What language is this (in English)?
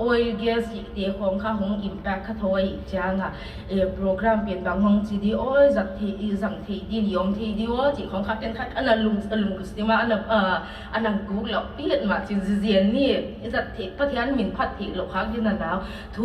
Tedim Chin